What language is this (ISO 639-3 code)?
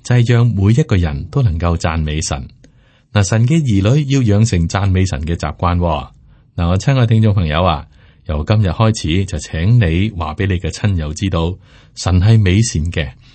yue